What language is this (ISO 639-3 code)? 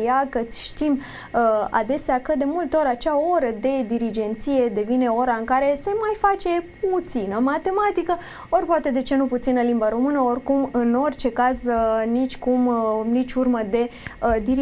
ron